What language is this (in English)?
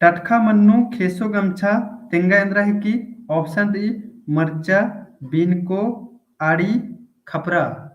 Kurukh